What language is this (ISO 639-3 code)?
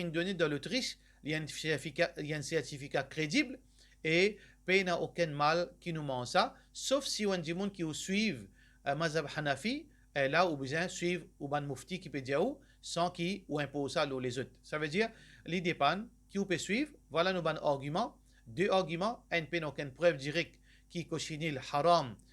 mfe